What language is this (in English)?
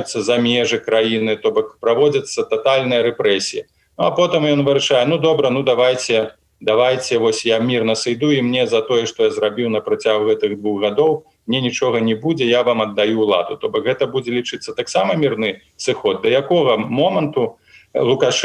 Belarusian